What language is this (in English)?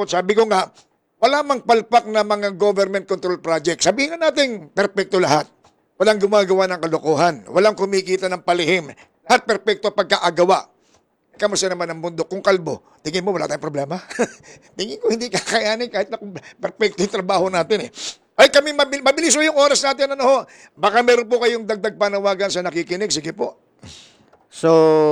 Filipino